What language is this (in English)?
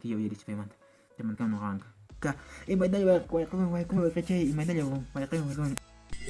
Quechua